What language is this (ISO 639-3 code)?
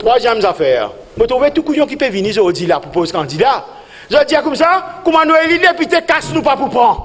mfe